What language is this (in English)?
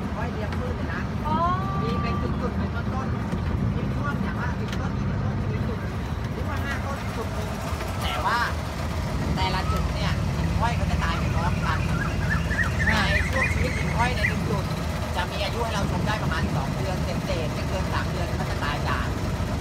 Thai